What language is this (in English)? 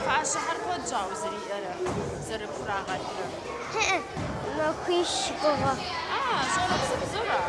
Kabardian